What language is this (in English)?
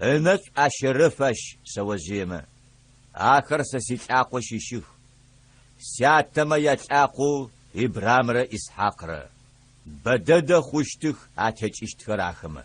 Adyghe